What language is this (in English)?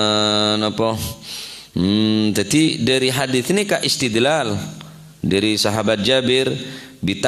Madurese